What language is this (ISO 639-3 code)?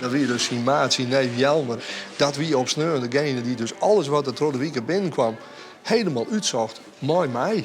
fry